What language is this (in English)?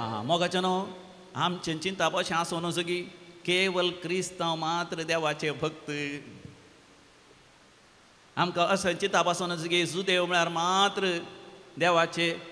Konkani